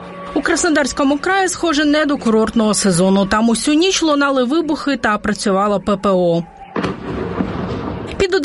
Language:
Ukrainian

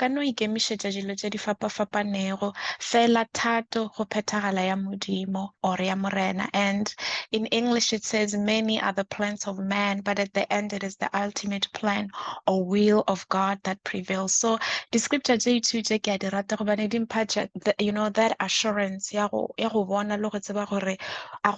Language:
Northern Sotho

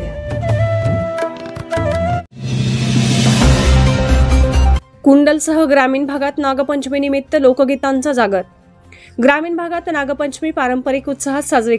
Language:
Marathi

